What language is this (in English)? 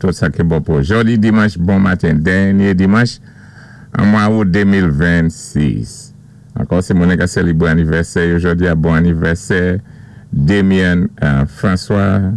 Saint Lucian Creole French